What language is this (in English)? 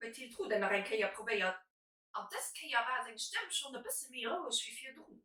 Luxembourgish